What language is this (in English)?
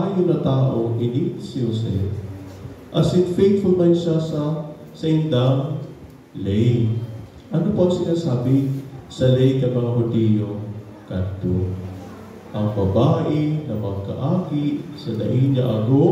Bikol